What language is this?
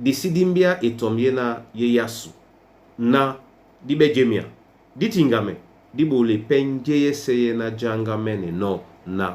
Duala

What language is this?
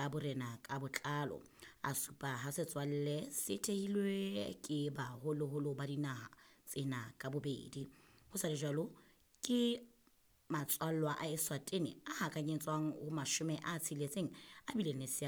Southern Sotho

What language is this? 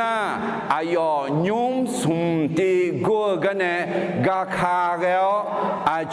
Akha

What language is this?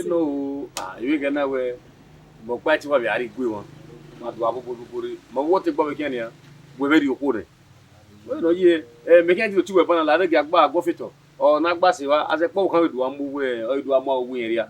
Bini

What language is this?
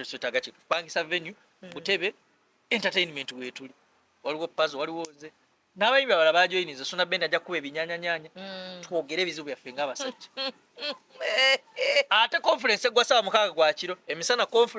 Ganda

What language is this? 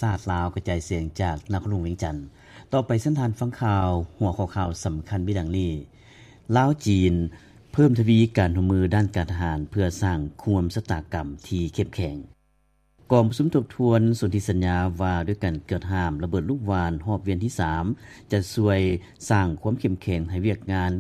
Lao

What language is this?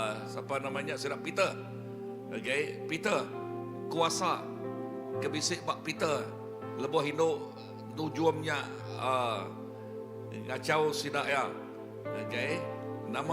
Iban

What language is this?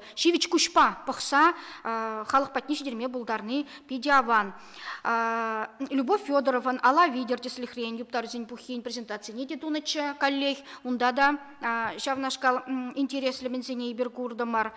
Chuvash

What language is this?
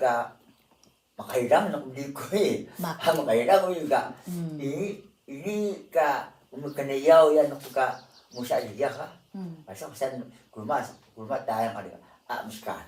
Atayal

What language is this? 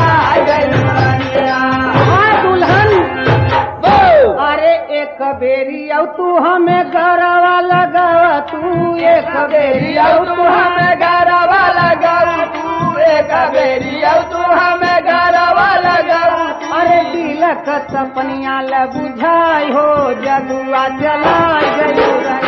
Bhojpuri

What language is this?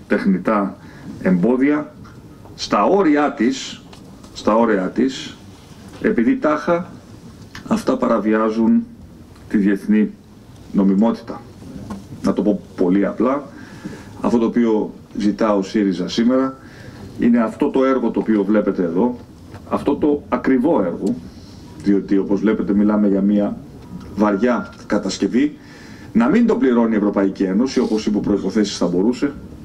Greek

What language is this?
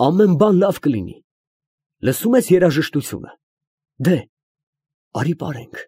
Armenian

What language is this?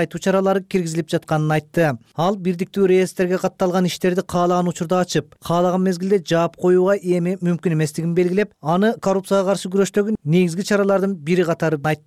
Kyrgyz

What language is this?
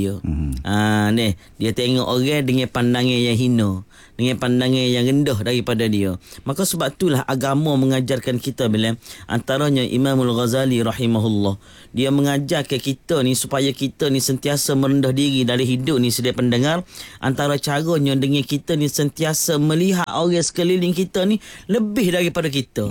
Malay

